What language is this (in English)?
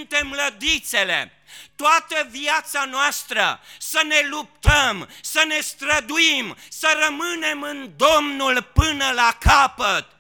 Romanian